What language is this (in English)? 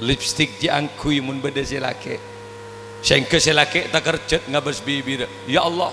Madurese